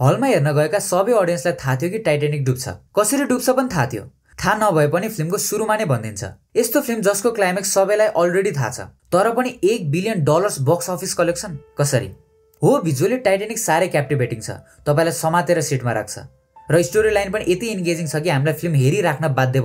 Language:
Nepali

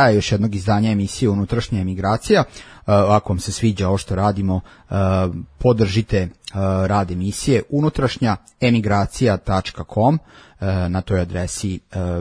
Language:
Serbian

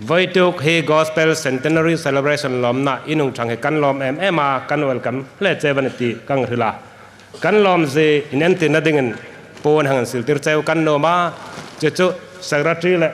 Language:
Hmar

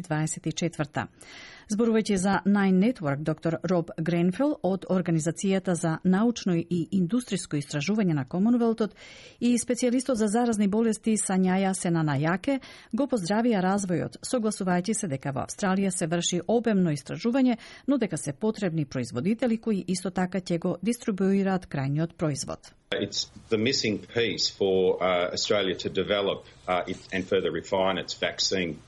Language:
Macedonian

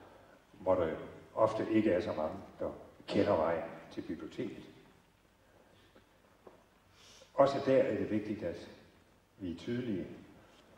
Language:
Danish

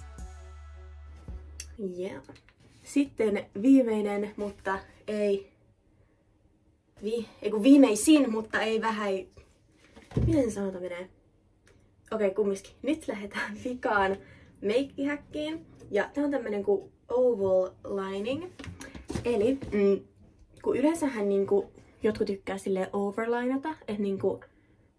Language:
Finnish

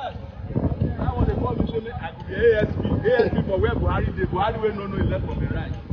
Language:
Nigerian Pidgin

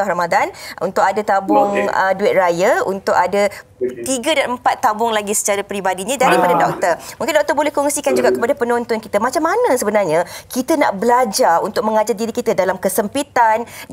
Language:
Malay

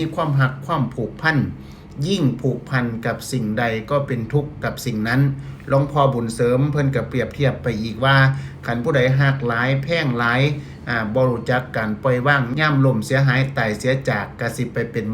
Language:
Northeastern Thai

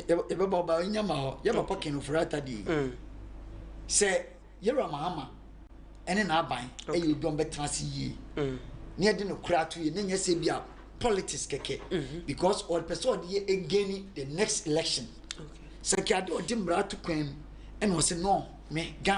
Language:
Akan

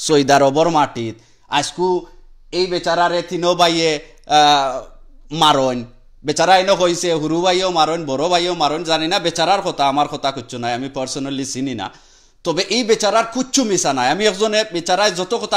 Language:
Sylheti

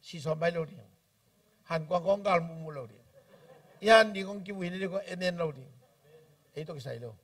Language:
Tedim Chin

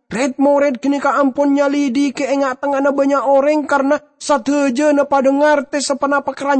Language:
Madurese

